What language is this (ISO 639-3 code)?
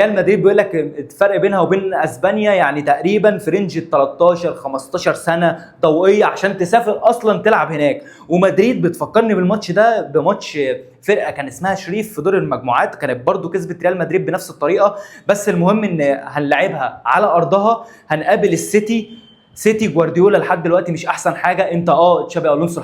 arz